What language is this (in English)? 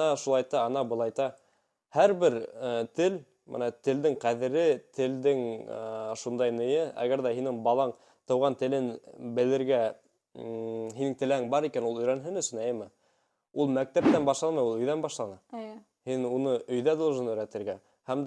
Bashkir